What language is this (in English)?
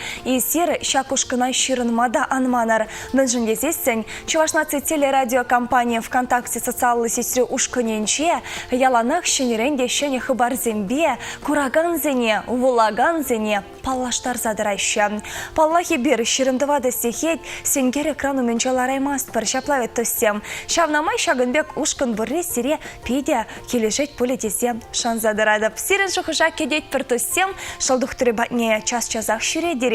Chuvash